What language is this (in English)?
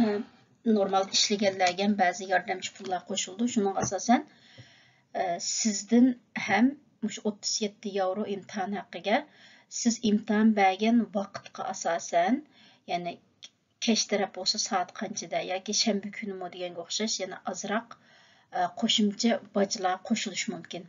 Uyghur